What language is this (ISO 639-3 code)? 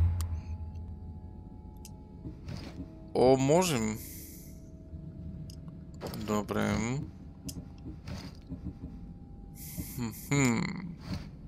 bul